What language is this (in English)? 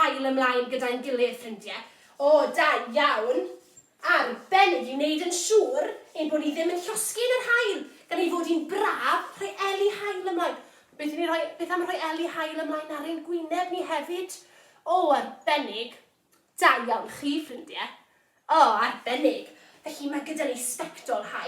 Welsh